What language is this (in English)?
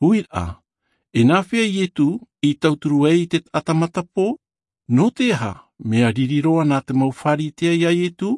Tahitian